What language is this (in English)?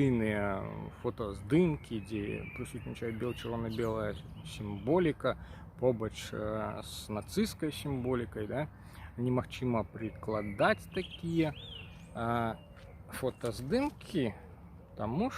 Belarusian